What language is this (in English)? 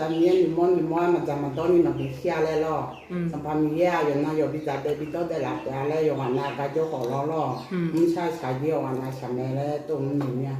Akha